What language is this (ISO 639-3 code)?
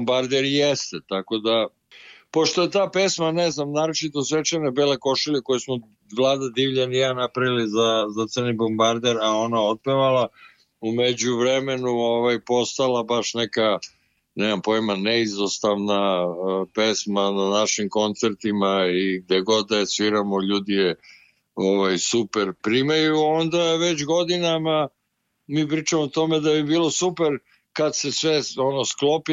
srp